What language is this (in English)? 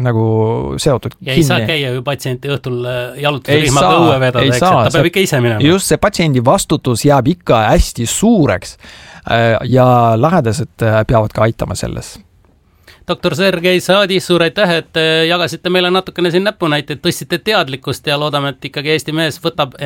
Estonian